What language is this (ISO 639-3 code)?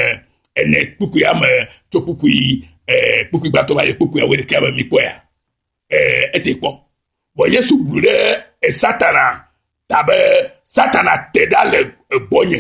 ewe